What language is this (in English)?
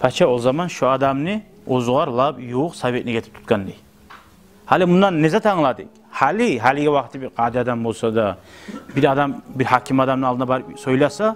Kumyk